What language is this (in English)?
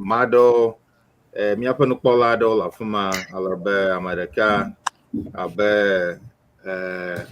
Ewe